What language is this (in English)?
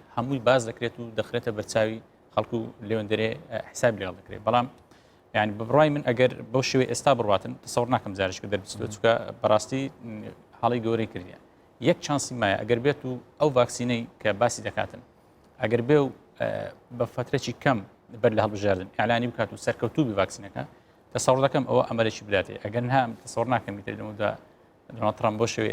Central Kurdish